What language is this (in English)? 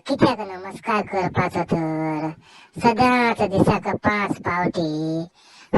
Konkani